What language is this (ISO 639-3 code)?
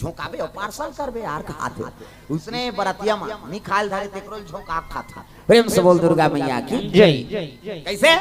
hne